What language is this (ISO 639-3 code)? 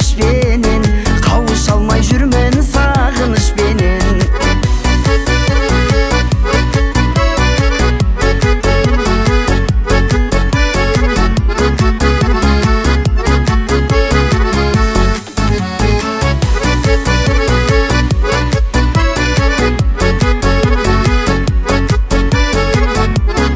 kaz